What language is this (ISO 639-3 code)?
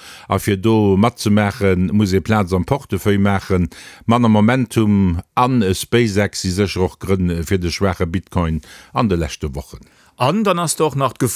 ltz